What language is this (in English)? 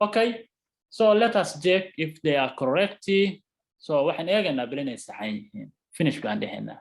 Somali